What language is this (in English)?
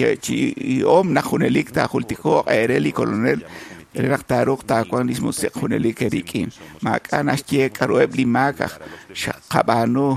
Kekchí